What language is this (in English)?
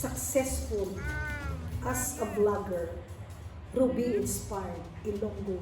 Hiligaynon